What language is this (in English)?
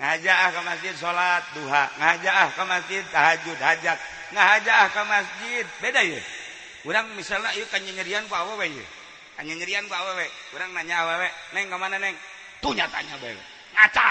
Sundanese